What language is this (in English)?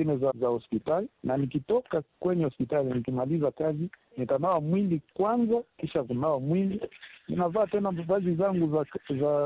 Swahili